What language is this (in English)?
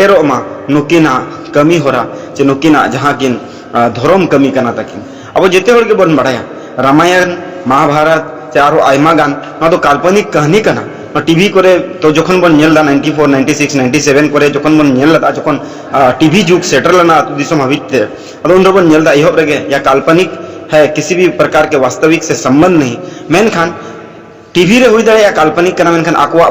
Santali